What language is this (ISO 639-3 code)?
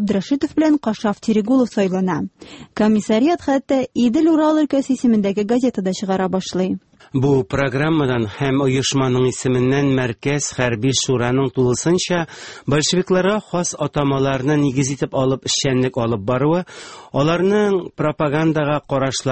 tat